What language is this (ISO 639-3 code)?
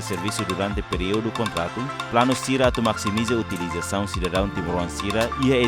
tet